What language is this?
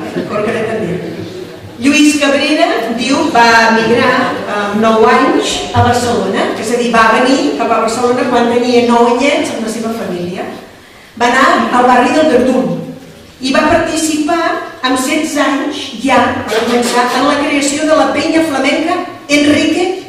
Catalan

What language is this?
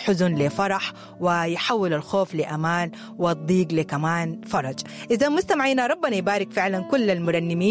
Sudanese Arabic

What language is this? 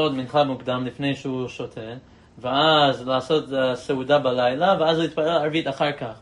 Hebrew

